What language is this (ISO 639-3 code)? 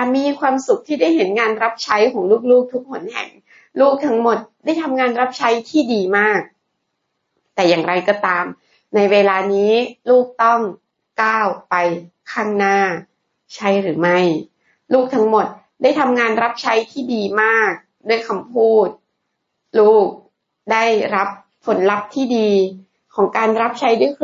tha